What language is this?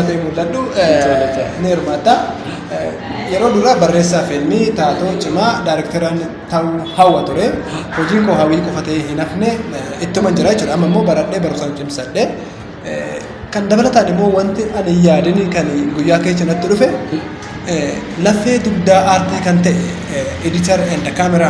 Oromo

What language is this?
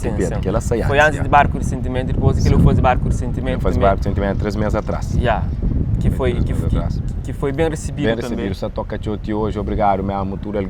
Kabuverdianu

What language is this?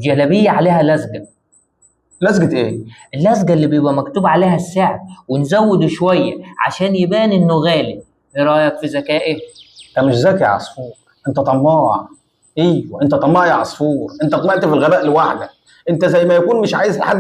Egyptian Arabic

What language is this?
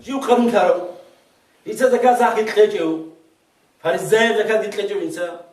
Avaric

